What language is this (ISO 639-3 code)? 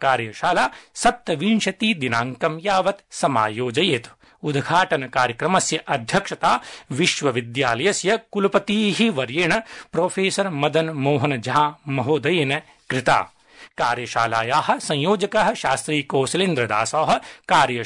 san